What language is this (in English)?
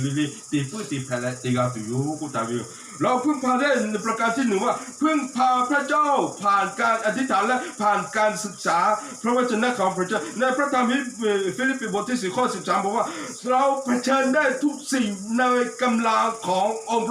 Lahu